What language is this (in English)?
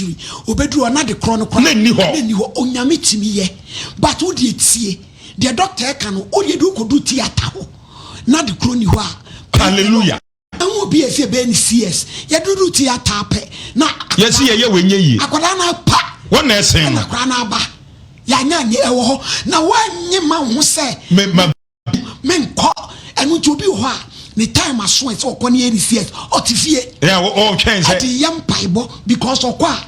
Akan